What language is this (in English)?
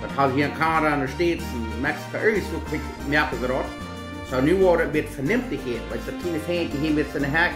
Plautdietsch